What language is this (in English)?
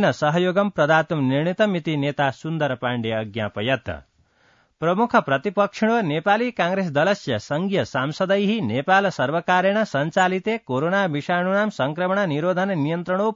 Sanskrit